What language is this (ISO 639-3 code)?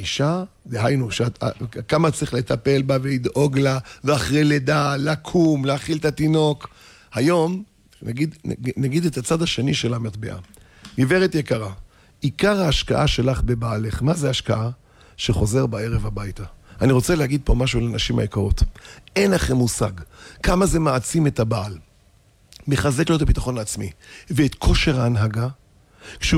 heb